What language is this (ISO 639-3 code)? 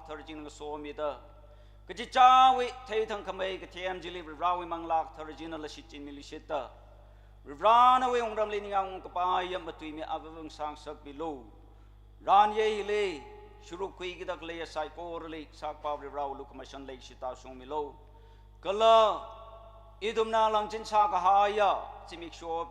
nmf